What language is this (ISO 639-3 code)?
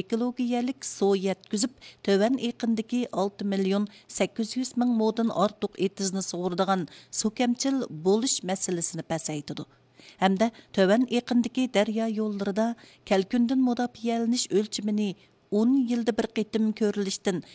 uig